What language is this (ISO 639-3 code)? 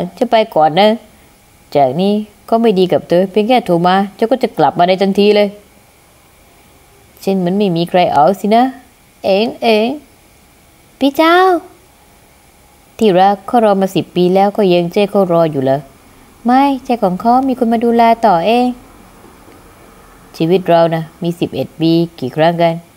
tha